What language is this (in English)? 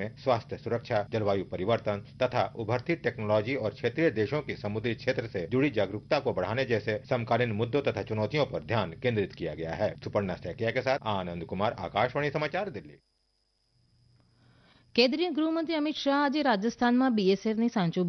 Gujarati